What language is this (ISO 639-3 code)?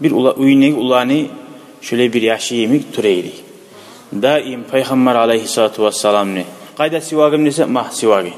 kum